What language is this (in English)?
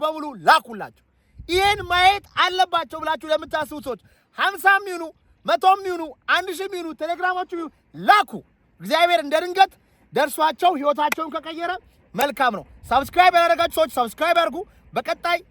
Amharic